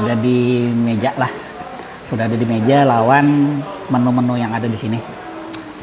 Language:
Banjar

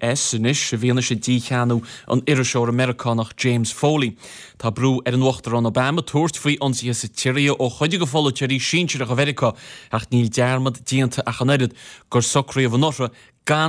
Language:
Irish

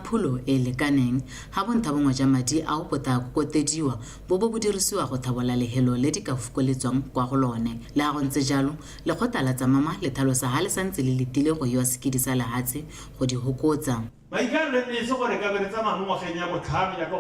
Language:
Tswana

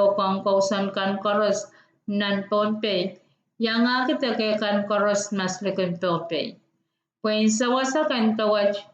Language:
Pohnpeian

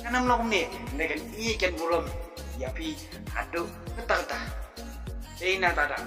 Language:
Khasi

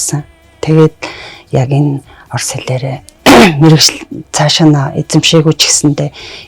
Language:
Mongolian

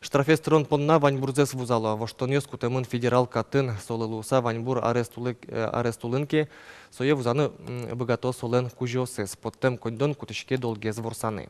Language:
Udmurt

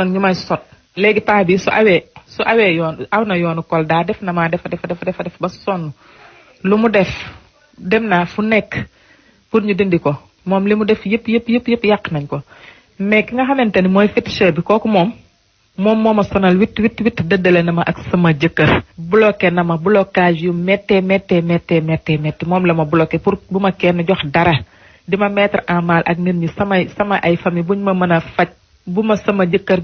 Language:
Wolof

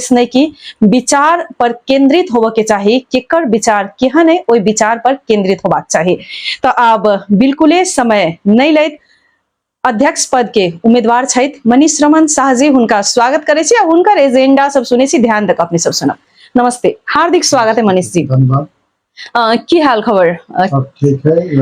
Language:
Maithili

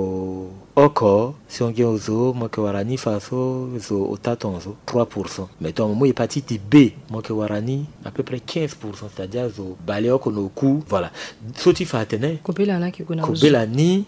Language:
Sango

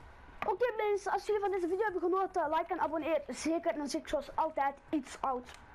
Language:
Dutch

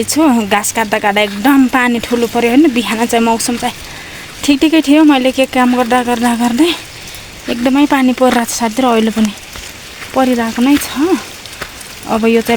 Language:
Nepali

